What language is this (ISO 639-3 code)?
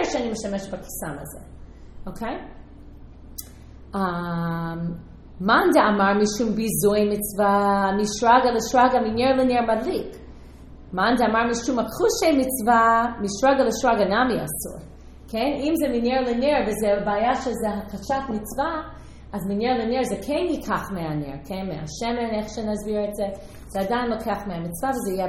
heb